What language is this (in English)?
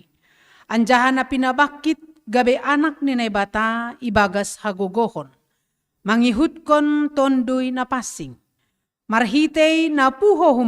Batak Simalungun